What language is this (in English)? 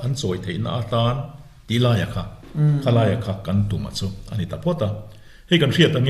Mizo